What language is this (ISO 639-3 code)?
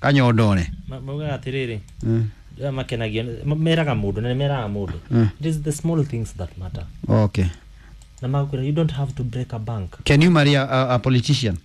kik